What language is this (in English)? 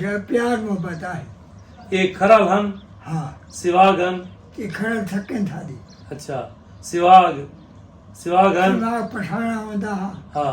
Saraiki